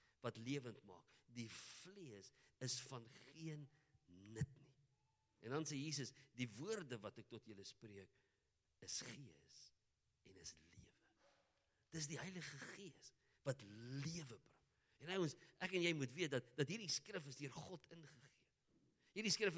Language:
Afrikaans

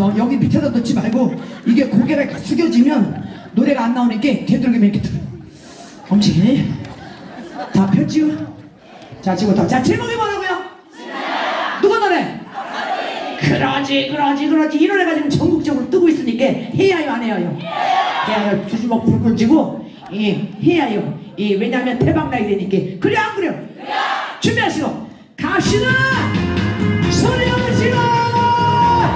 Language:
Korean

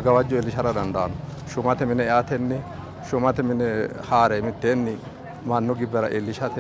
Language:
Sidamo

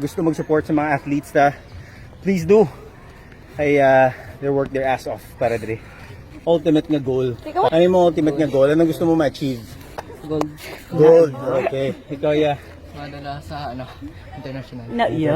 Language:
Hiligaynon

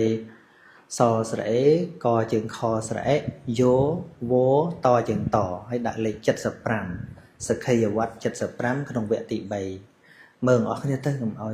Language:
Khmer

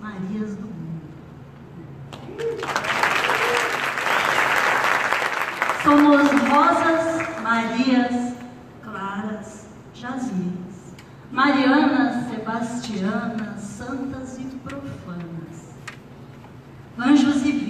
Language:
Portuguese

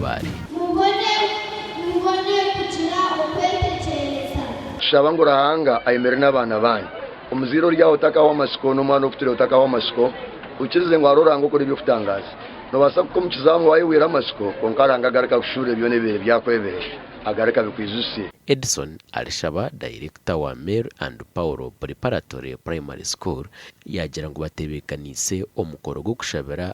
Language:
Nyankole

